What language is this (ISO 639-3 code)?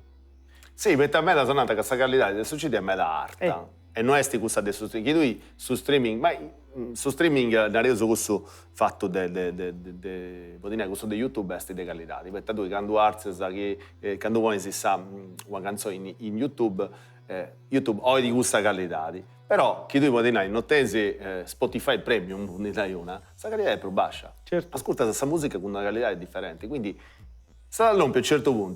srd